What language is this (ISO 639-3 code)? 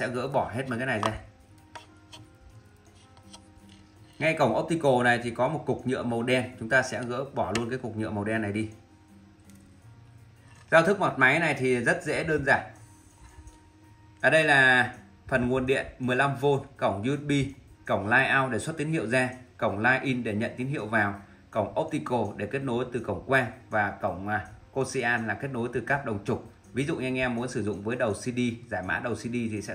vie